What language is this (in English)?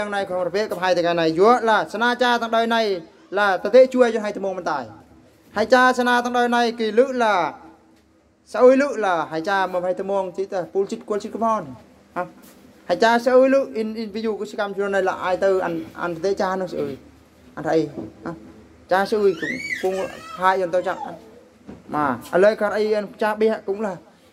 Eastern Bru